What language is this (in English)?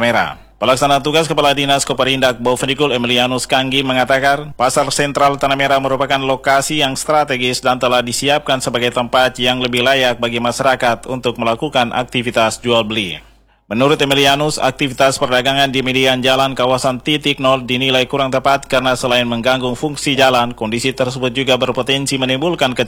Indonesian